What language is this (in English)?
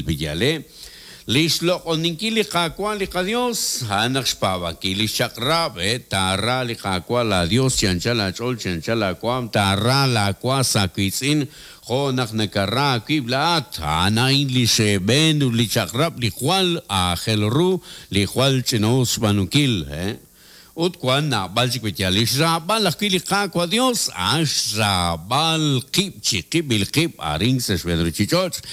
Kekchí